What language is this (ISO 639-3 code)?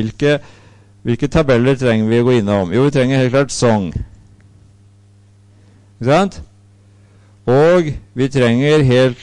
nor